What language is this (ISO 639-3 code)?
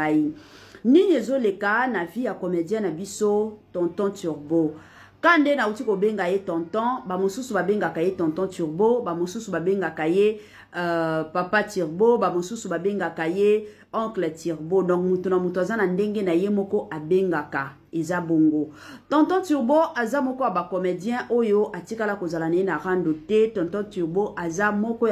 lin